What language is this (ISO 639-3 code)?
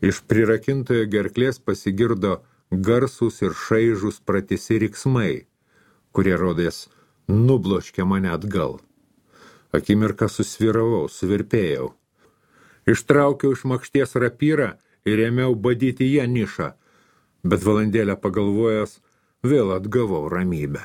lit